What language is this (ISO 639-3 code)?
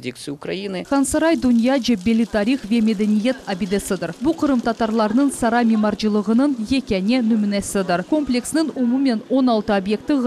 crh